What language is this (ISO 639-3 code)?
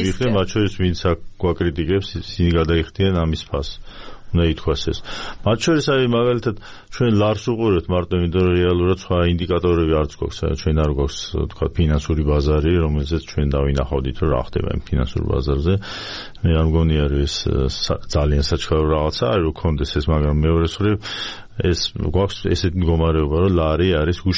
kat